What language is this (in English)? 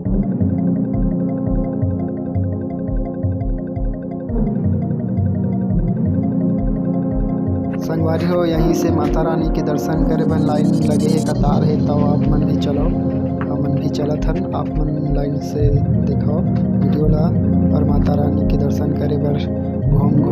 Chhattisgarhi